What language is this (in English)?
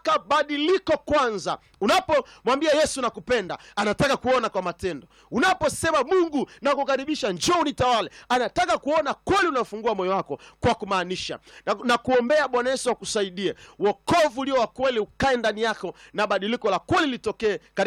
Swahili